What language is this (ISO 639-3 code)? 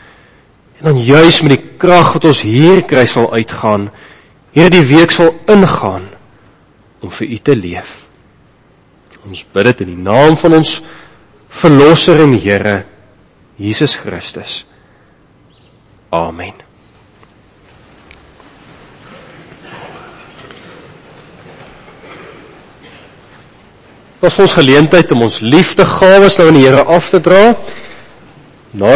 afr